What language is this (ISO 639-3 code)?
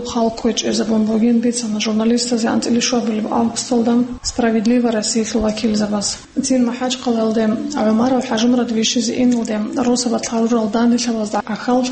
ava